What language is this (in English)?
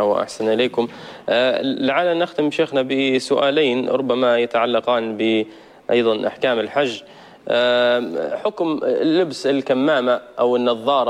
Arabic